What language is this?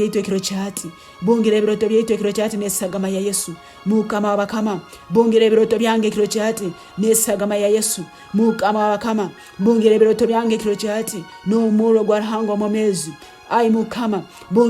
Tooro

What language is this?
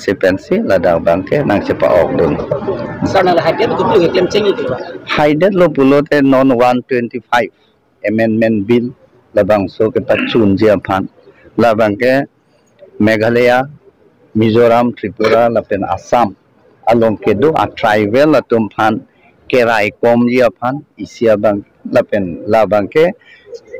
Karbi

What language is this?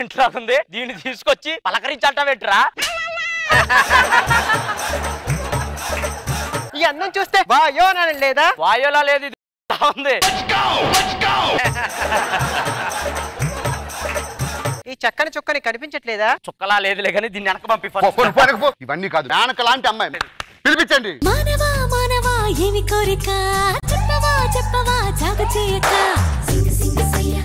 Telugu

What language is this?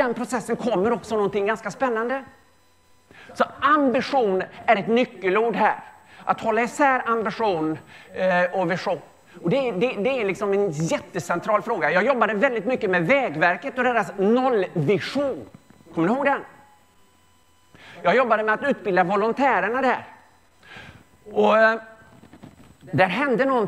Swedish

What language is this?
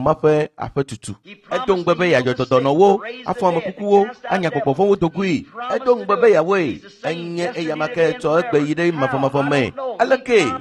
Ewe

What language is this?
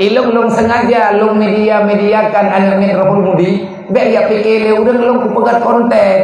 Achinese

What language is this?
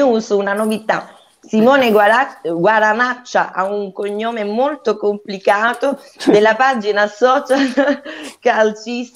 Italian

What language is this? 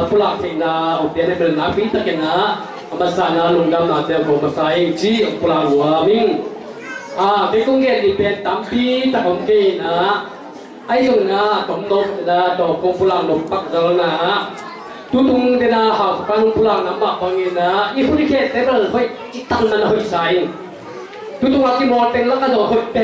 Tedim Chin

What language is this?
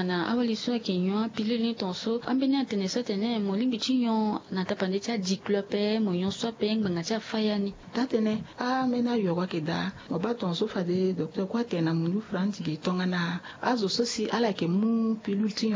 Sango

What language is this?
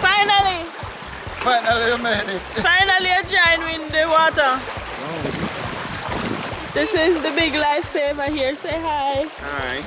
Jamaican Creole English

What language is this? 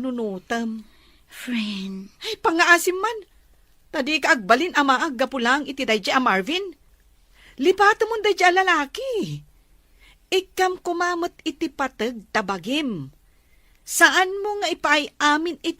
Iloko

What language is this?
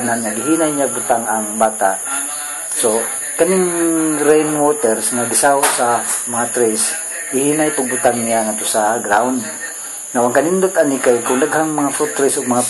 Cebuano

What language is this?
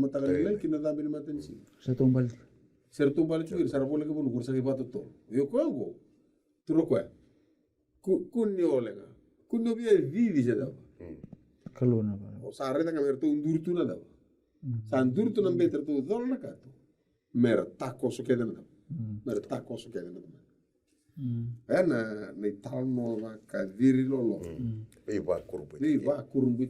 Fijian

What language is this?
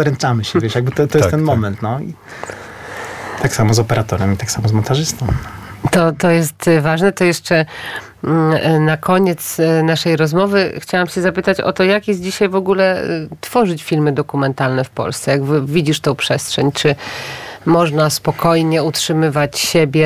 Polish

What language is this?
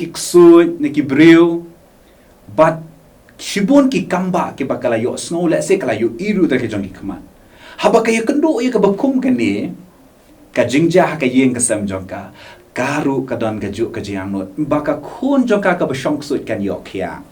Khasi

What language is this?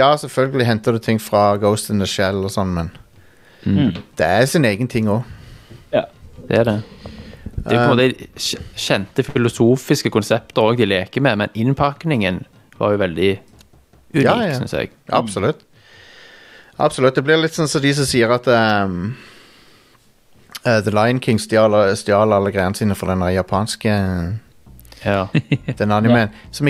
Norwegian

